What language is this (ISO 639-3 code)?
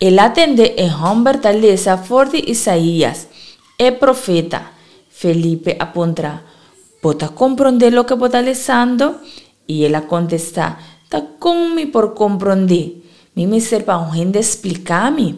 pap